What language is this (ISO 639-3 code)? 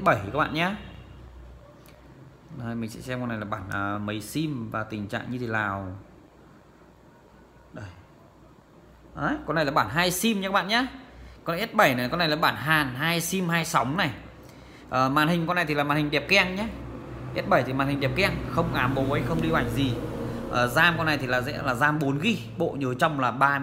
vie